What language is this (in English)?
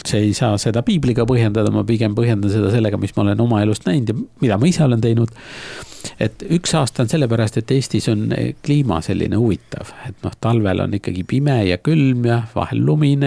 Estonian